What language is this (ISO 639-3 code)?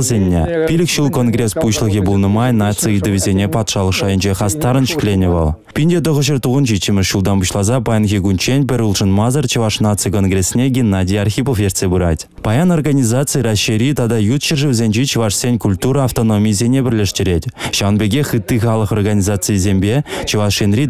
chv